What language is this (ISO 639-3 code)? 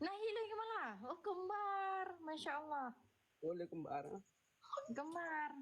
ace